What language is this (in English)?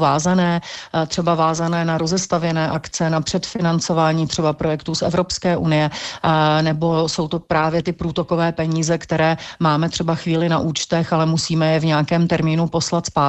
Czech